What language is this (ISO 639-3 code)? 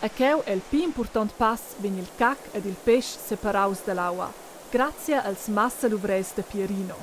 roh